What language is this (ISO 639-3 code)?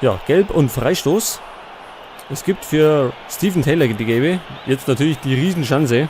bar